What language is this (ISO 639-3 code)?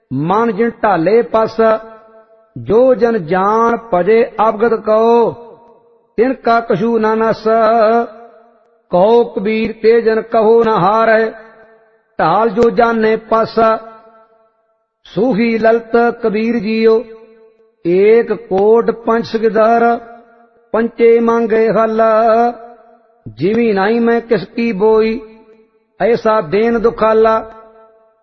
pan